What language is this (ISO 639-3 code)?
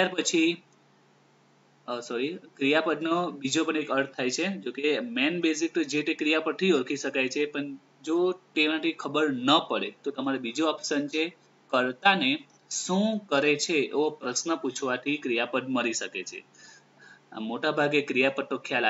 guj